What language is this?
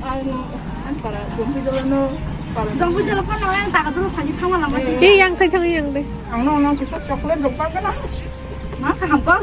Kok Borok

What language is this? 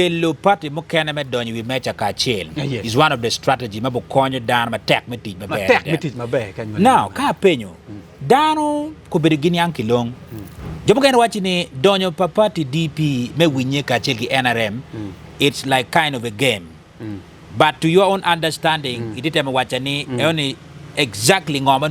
Acoli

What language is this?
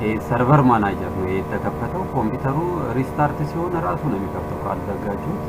Amharic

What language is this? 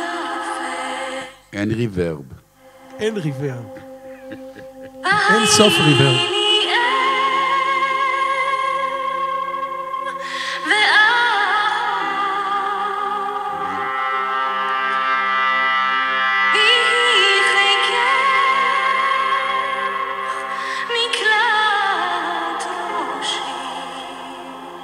Hebrew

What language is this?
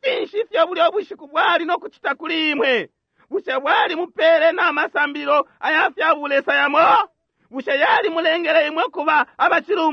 Bemba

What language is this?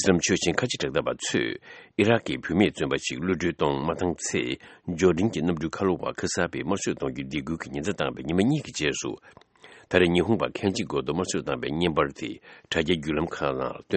Tibetan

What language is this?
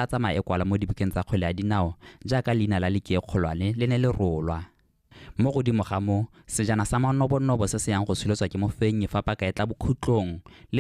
Tswana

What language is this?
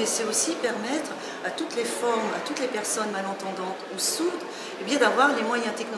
French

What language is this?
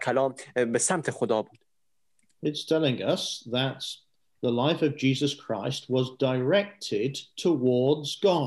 Persian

